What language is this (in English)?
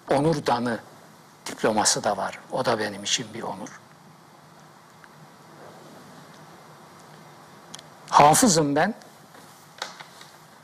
Turkish